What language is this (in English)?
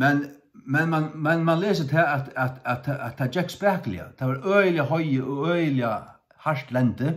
Faroese